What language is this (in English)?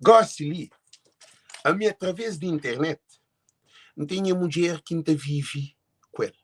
Kabuverdianu